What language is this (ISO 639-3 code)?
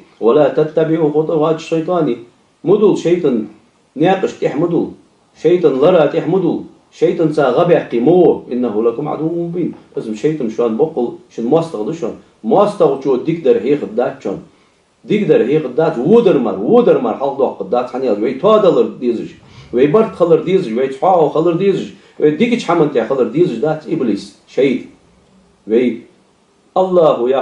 inh